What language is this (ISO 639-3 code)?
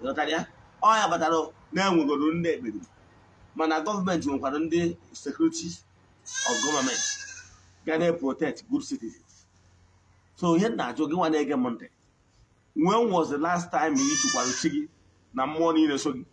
ibo